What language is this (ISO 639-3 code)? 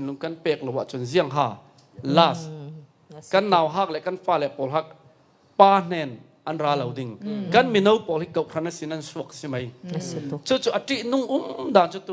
cfm